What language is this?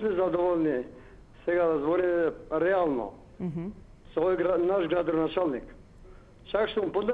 Macedonian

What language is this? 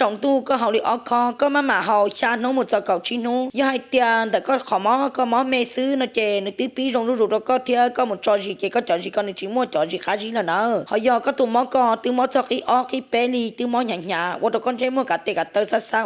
Hmong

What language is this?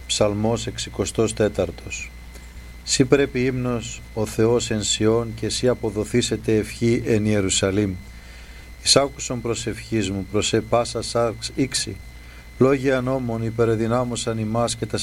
Greek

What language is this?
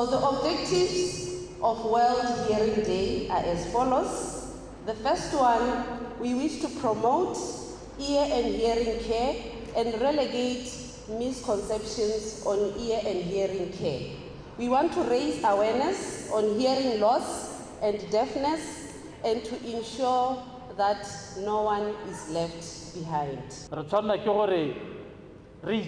Tswana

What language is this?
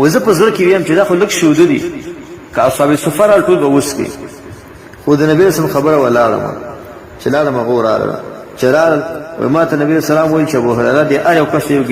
Pashto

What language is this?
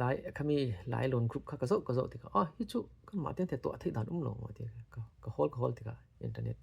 Falam Chin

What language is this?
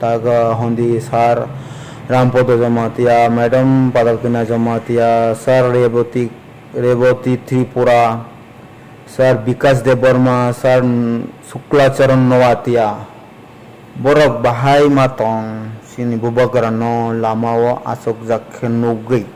Riang (India)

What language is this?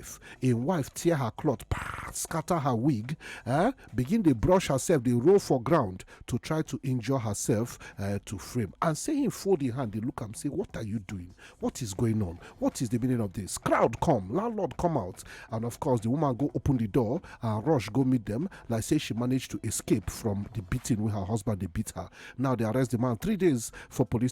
Nigerian Pidgin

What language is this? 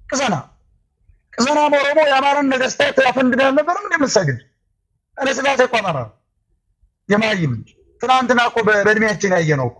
Amharic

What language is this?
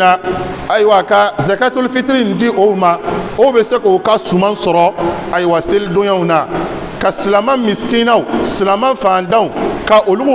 Bambara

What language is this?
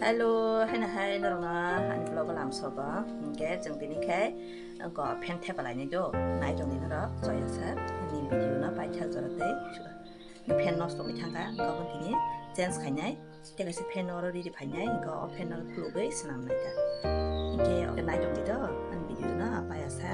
Kok Borok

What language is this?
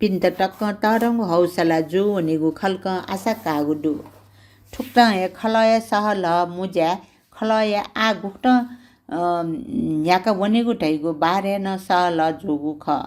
Newari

